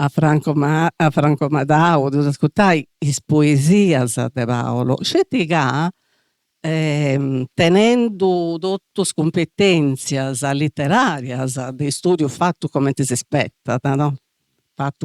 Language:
Sardinian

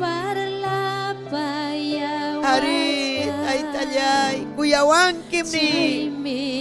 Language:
Ayacucho Quechua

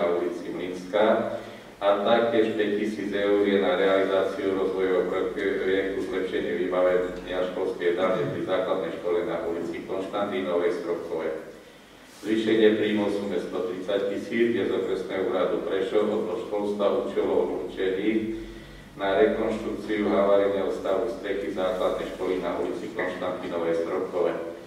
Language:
Slovak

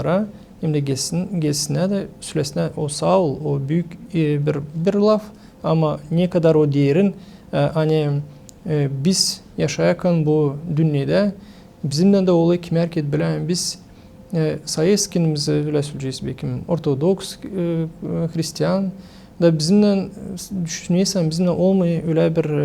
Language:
Gagauz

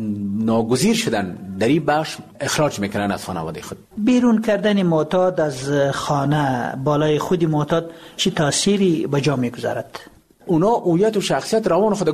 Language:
Persian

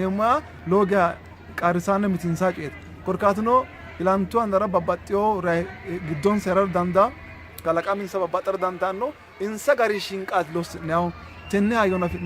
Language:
Sidamo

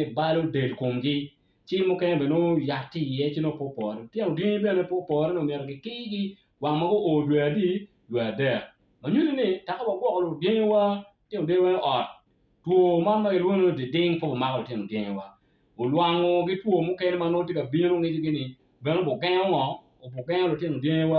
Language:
Acoli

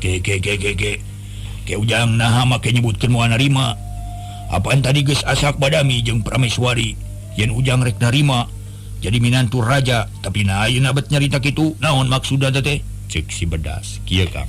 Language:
Sundanese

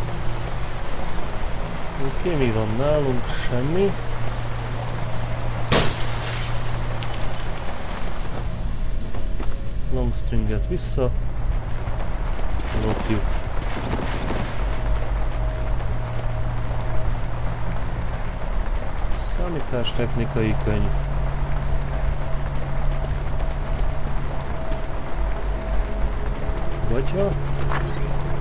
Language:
Hungarian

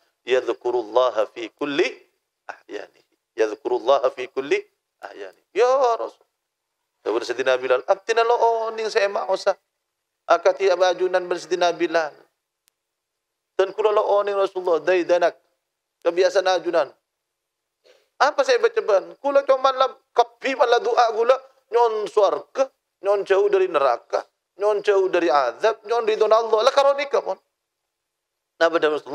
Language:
Madurese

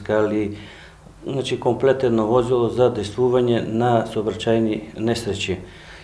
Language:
Macedonian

